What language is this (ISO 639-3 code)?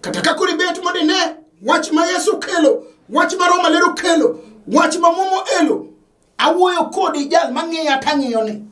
luo